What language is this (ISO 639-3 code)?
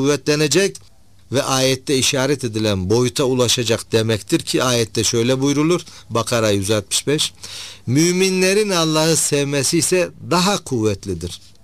tur